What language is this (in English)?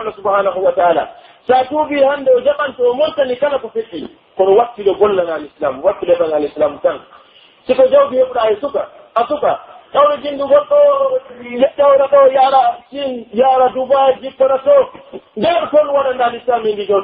Pular